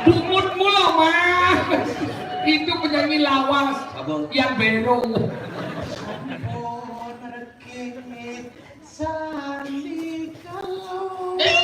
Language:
Balinese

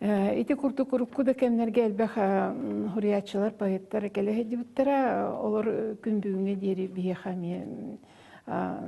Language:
Yakut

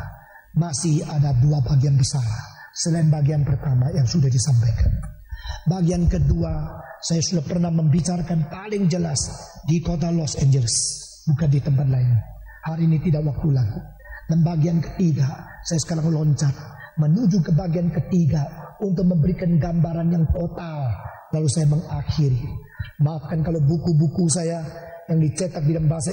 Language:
Indonesian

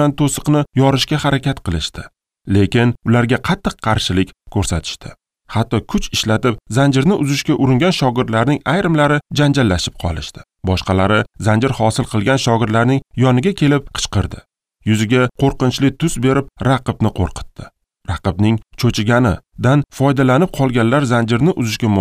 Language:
Uzbek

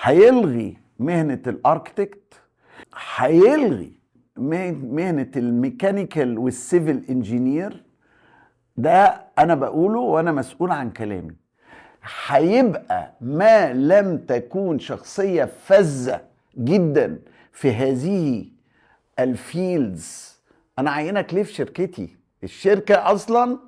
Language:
Egyptian Arabic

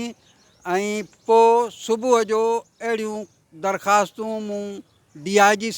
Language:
Sindhi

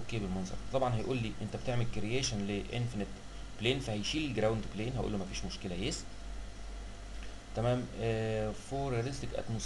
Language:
Egyptian Arabic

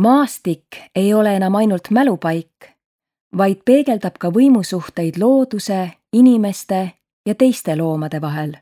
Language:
Estonian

